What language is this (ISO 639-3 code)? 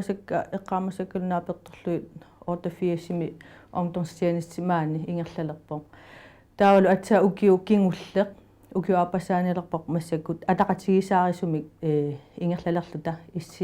kal